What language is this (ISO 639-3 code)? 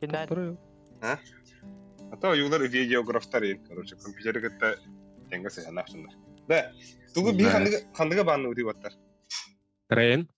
sah